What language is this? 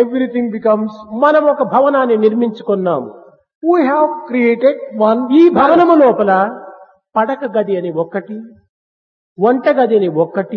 Telugu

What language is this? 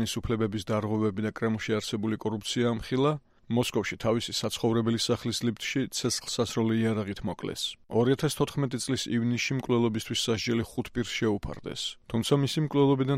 Georgian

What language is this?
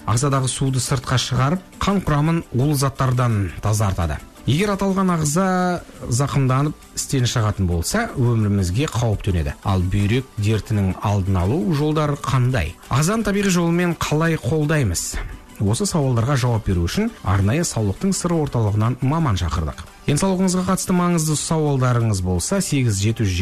Kazakh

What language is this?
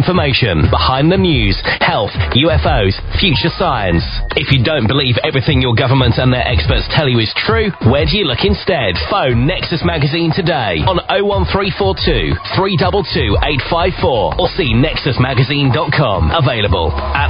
English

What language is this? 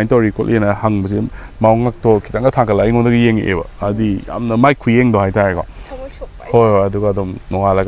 Manipuri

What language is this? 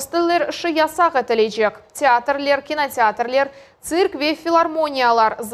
Crimean Tatar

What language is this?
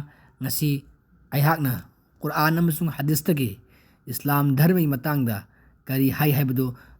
Manipuri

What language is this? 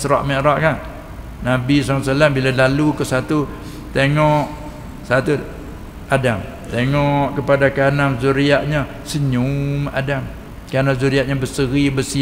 Malay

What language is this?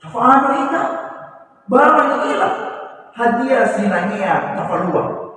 Nias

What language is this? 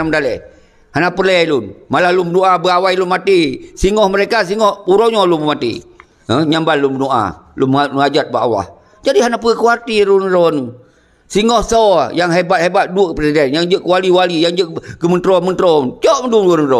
Achinese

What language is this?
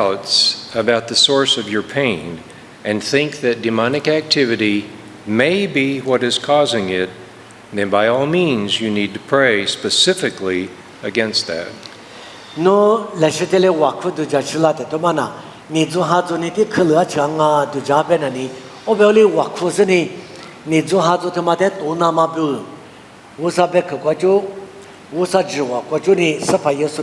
Lisu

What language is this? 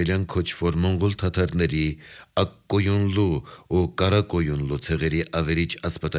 Armenian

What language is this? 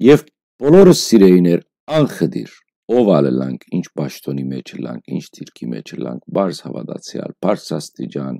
Western Armenian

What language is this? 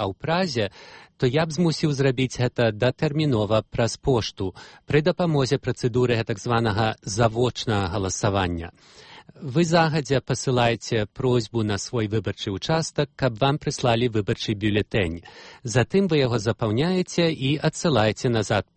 Belarusian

